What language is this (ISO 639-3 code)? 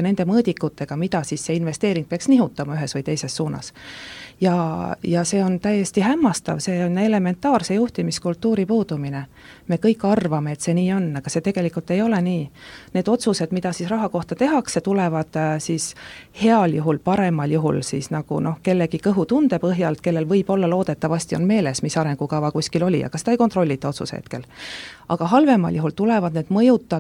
est